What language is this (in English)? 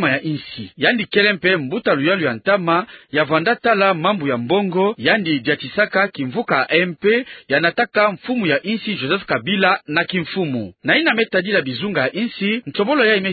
Kituba (Democratic Republic of Congo)